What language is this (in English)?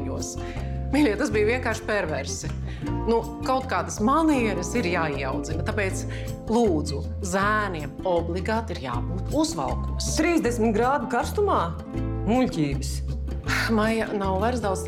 Latvian